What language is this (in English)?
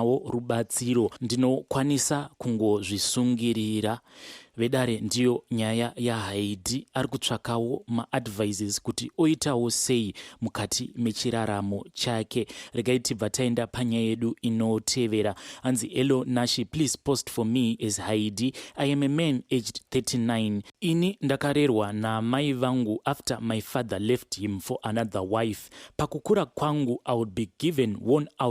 Shona